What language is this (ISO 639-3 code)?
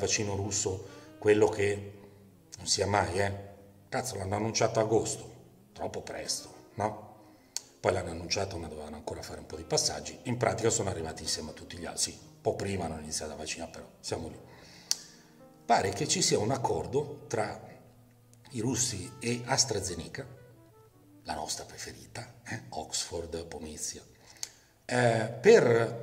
ita